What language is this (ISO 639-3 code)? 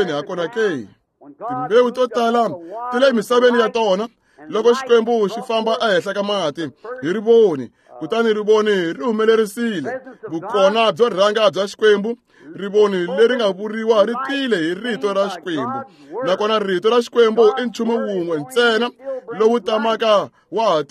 tso